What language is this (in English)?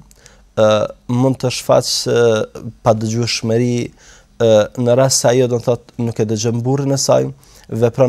Albanian